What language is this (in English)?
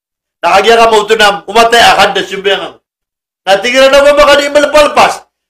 Maranao